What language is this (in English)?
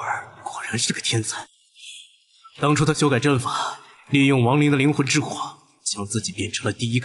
Chinese